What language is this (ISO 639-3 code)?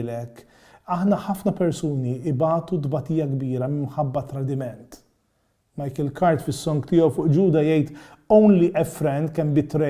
mlt